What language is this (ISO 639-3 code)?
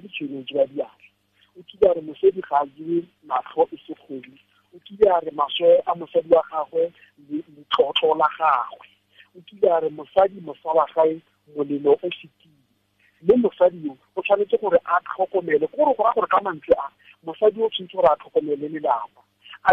tsn